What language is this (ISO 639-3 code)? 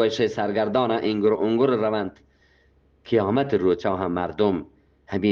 bgp